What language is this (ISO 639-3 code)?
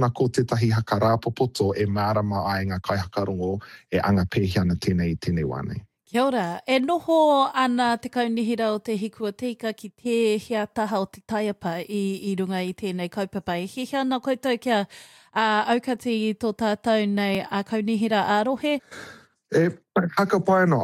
mri